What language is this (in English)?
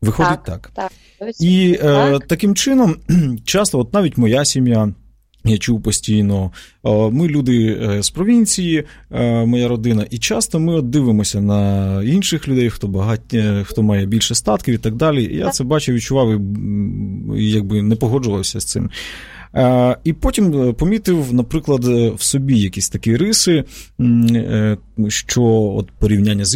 Ukrainian